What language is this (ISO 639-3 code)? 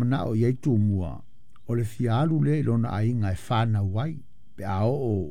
smo